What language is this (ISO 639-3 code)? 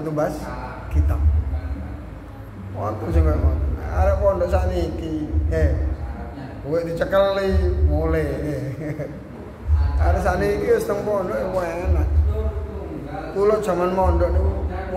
jav